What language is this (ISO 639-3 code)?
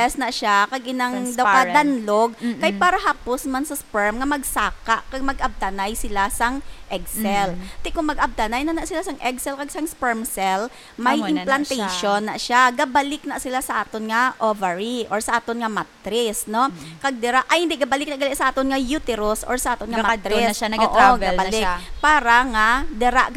hil